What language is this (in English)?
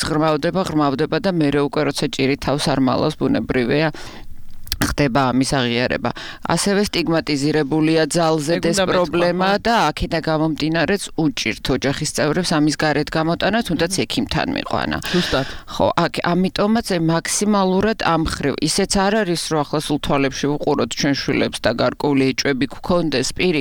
Georgian